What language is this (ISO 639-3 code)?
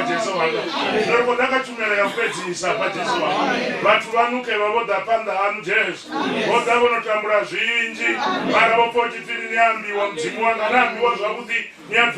ven